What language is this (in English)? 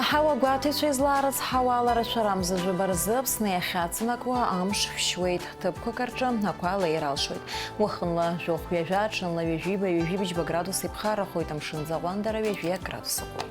Abkhazian